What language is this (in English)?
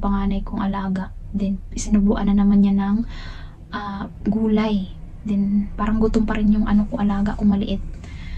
Filipino